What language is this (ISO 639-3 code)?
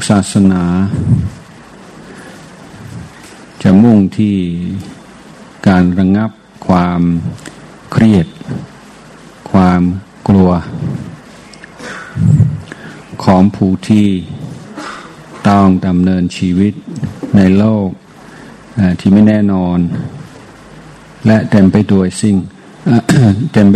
tha